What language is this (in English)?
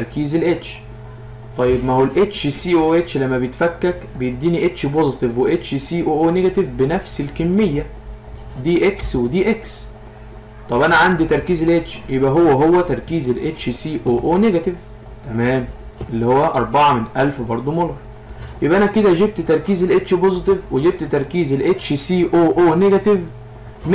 Egyptian Arabic